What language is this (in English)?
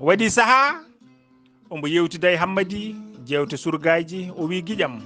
Fula